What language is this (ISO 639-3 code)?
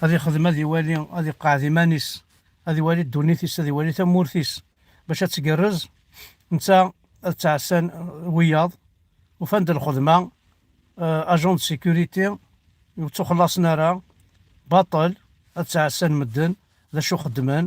kab